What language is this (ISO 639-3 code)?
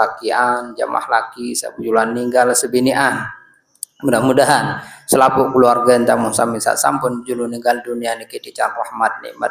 sas